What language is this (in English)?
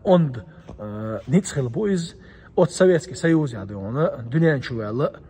Chechen